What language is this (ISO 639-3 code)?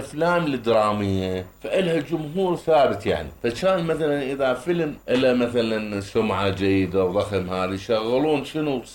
acm